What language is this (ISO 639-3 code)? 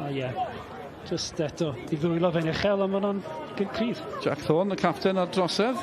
cym